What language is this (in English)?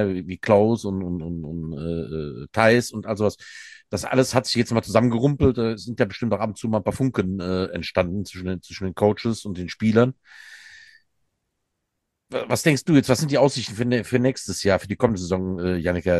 German